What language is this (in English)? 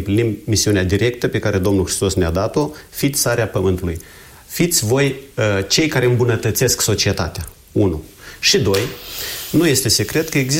Romanian